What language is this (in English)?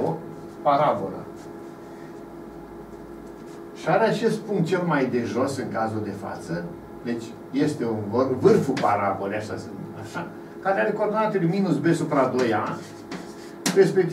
Romanian